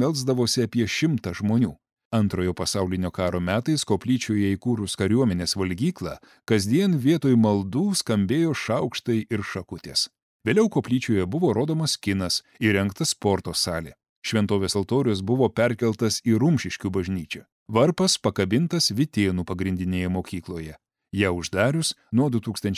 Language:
Lithuanian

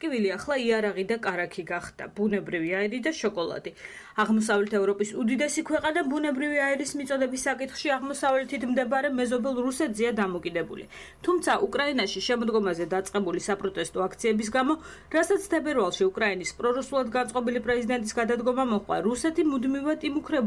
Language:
Georgian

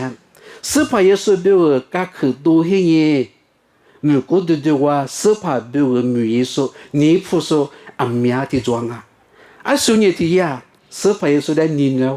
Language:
Lisu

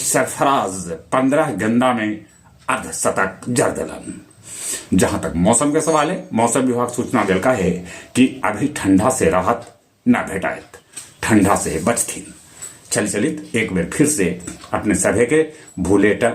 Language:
Magahi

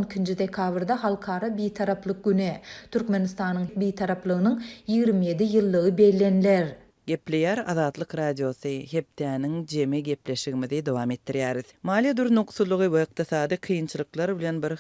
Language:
Turkmen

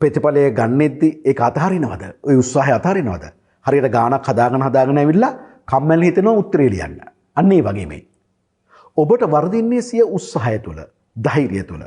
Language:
Sinhala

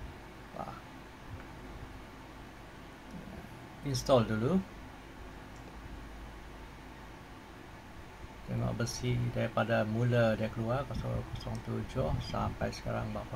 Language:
Malay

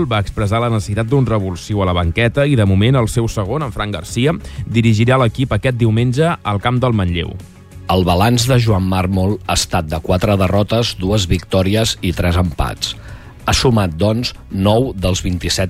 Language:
Catalan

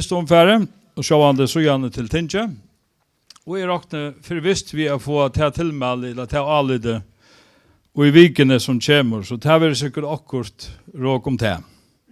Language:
Faroese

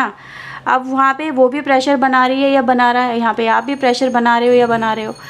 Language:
Hindi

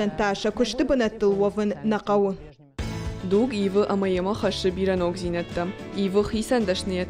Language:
Ossetic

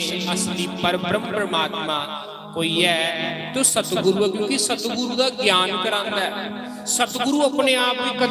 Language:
Dogri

